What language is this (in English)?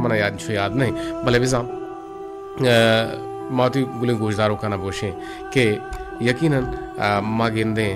Baluchi